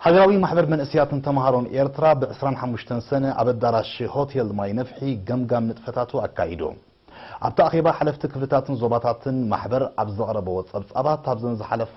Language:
Tigrinya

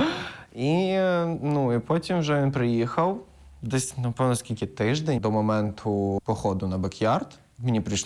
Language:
Ukrainian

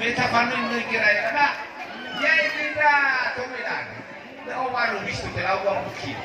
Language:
Nias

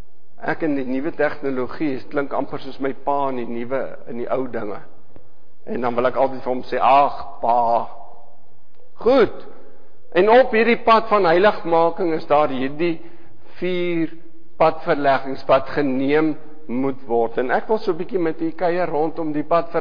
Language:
Afrikaans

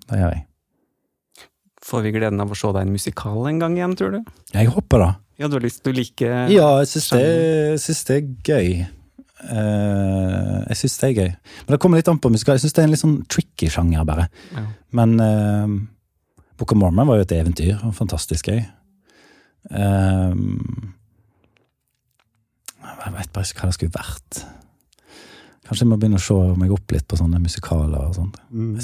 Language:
Norwegian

